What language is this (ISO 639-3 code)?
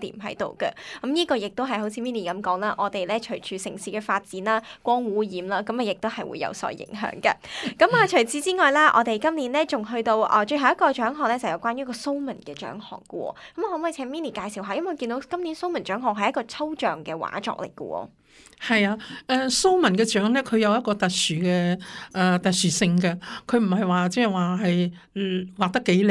yue